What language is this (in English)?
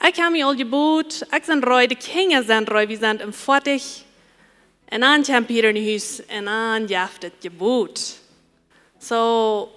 Plautdietsch